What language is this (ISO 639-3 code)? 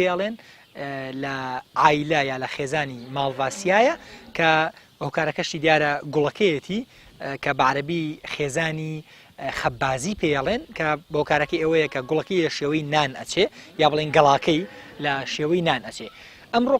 ckb